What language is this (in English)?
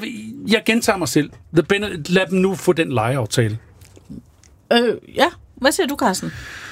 Danish